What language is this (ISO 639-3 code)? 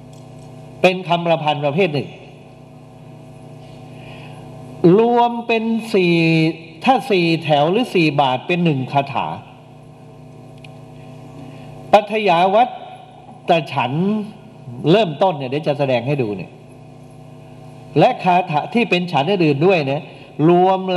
tha